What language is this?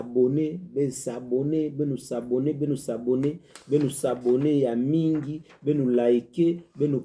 Kituba (Democratic Republic of Congo)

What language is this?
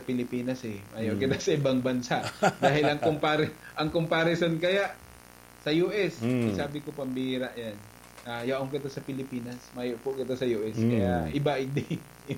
Bikol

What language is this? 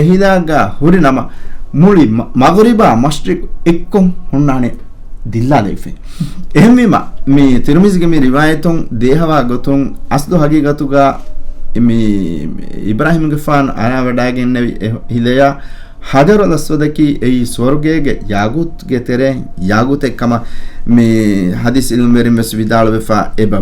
Divehi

